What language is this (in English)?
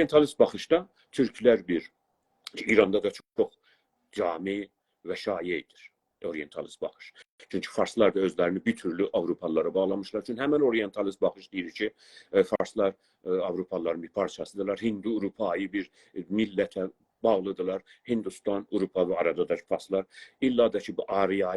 South Azerbaijani